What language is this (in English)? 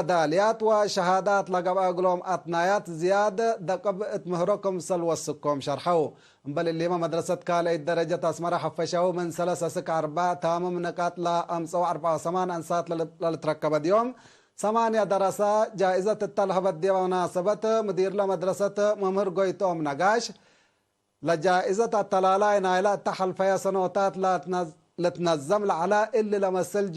Tigre